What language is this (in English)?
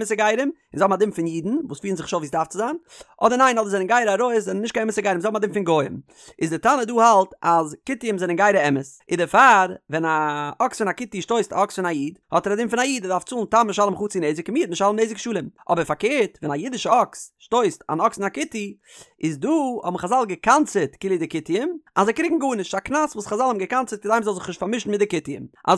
Yiddish